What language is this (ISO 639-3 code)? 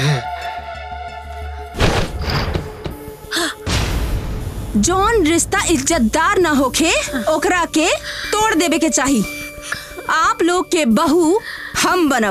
bho